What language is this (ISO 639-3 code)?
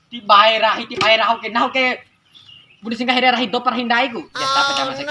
bhp